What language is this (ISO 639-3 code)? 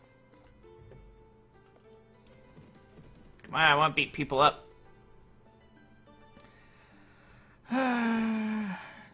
eng